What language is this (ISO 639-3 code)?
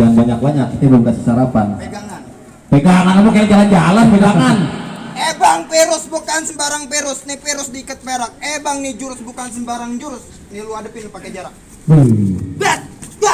bew